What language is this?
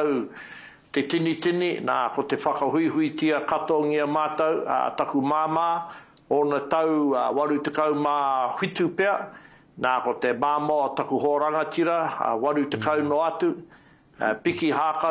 Māori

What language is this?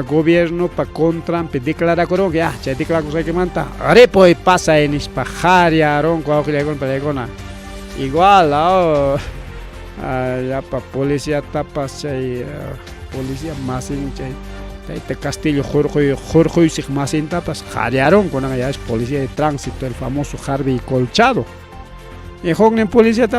Ayacucho Quechua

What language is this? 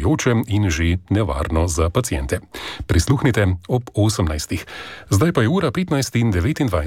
Slovenian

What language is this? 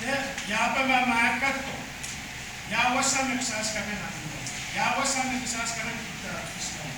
Pohnpeian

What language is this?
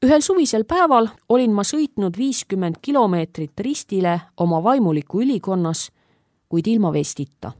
Estonian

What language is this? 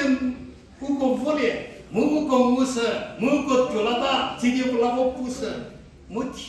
Angami Naga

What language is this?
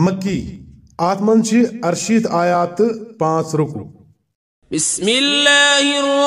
Kashmiri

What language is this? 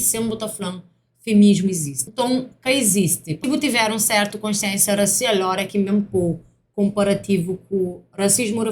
Kabuverdianu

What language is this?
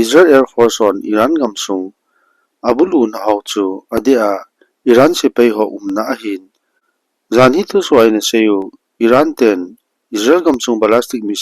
Thado Chin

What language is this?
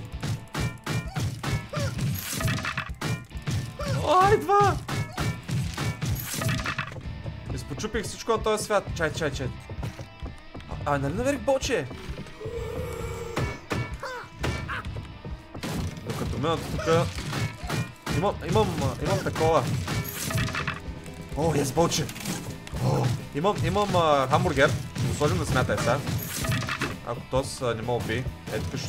Bulgarian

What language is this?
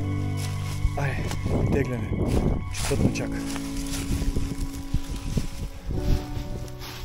Bulgarian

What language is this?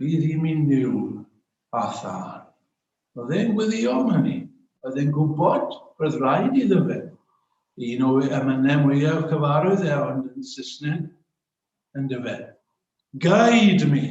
Welsh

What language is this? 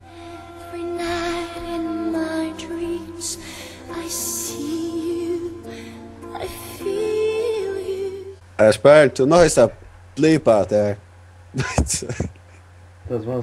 Faroese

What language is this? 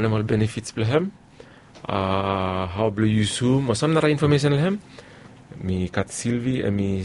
Bislama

